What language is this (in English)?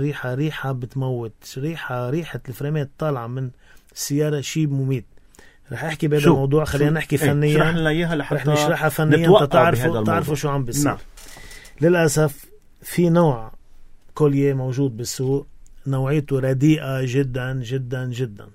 North Levantine Arabic